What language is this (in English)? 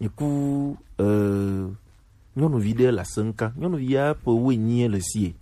Gen